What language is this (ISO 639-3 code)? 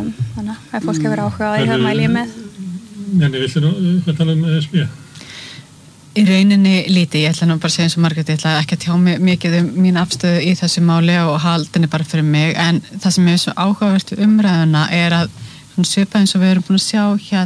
isl